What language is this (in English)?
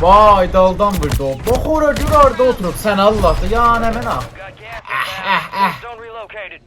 South Azerbaijani